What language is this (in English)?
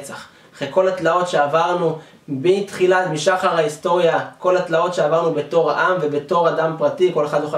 Hebrew